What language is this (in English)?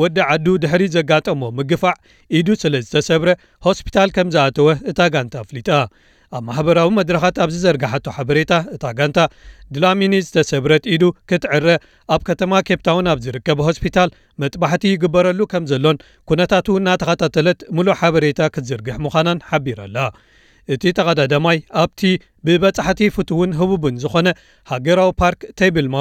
Tigrinya